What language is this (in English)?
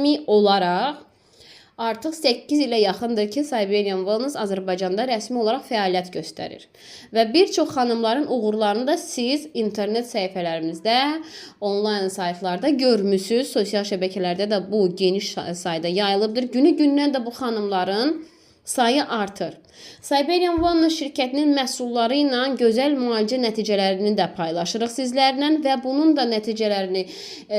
Azerbaijani